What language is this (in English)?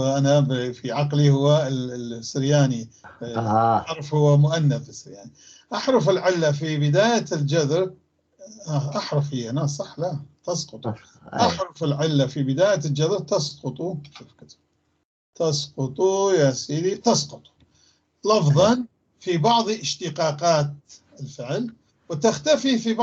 North Levantine Arabic